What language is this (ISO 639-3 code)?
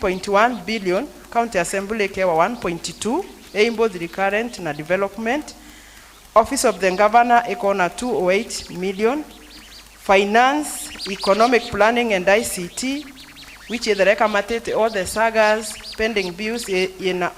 mer